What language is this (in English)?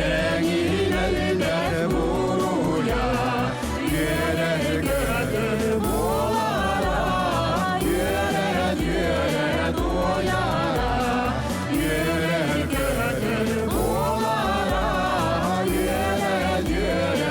Yakut